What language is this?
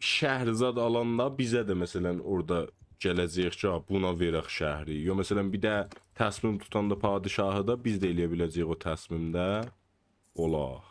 South Azerbaijani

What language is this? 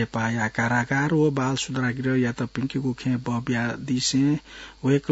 Newari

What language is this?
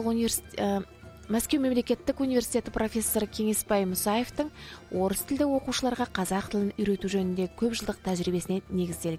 Kazakh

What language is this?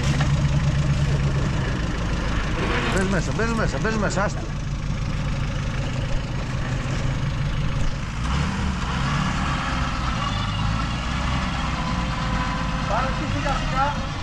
Greek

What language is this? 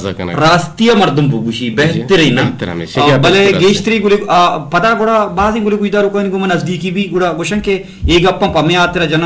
Eastern Balochi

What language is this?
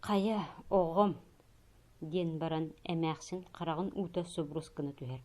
Yakut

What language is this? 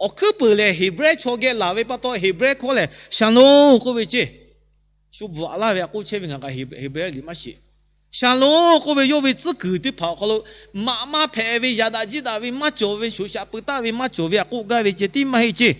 Lahu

